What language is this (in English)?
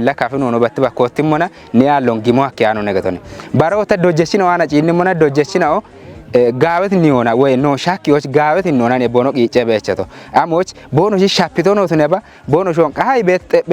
Kafa